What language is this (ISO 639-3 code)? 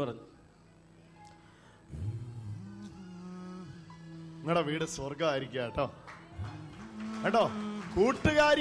mal